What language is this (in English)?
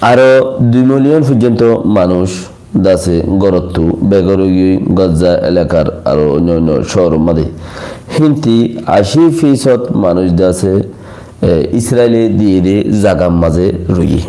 Rohingya